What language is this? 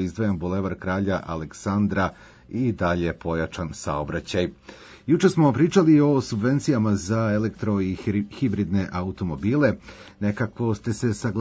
Serbian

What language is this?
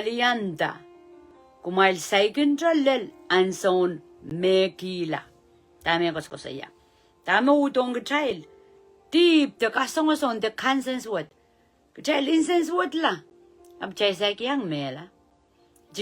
Pohnpeian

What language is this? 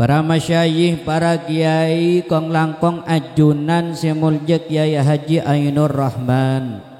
Madurese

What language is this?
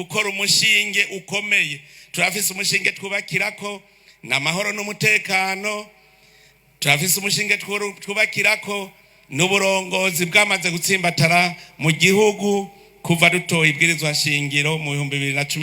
Rundi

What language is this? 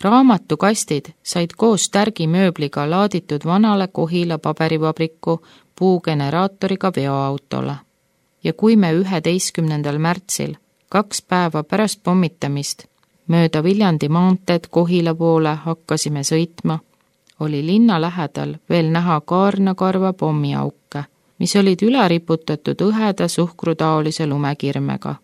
Estonian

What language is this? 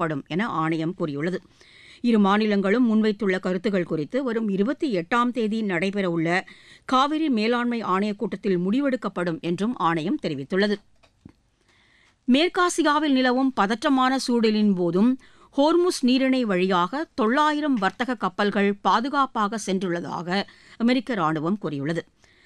Tamil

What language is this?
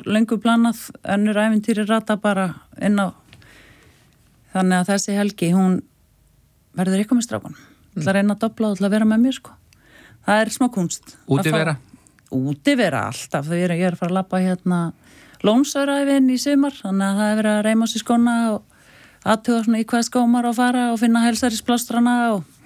Icelandic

